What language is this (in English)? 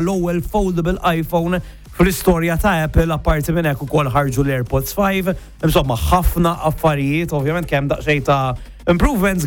Maltese